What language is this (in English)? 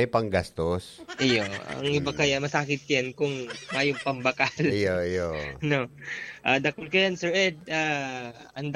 Bikol